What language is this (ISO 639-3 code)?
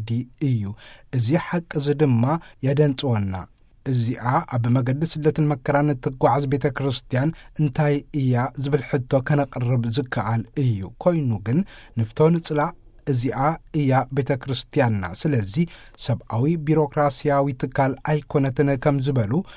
tir